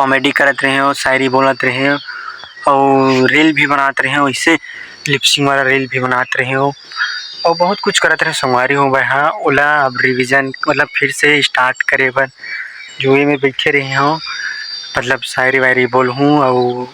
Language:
Chhattisgarhi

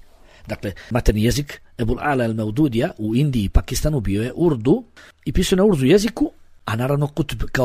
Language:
Bosnian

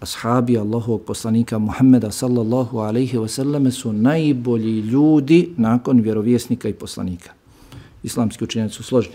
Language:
Bosnian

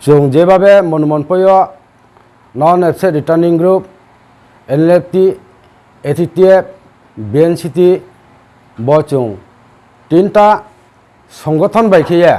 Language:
Riang (India)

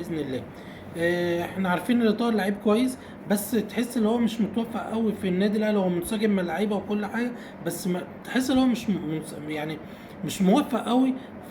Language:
Egyptian Arabic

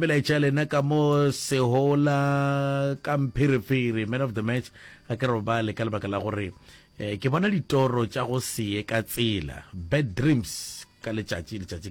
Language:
Northern Sotho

